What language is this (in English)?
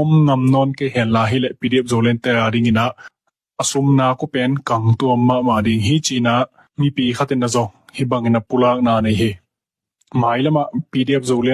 Tedim Chin